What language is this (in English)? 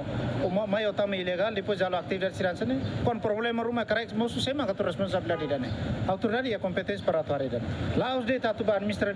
Tetum